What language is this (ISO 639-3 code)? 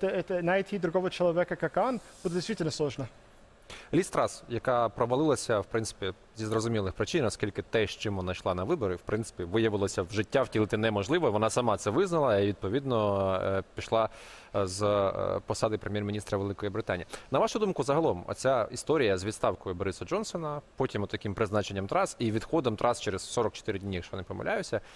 ukr